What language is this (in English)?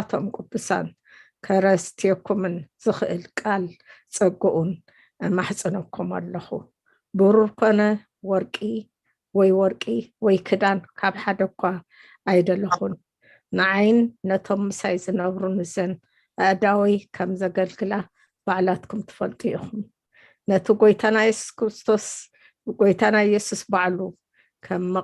Tigrinya